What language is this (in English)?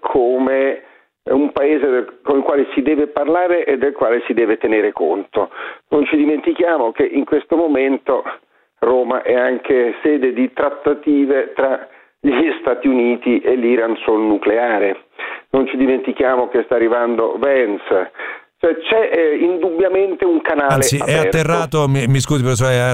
Italian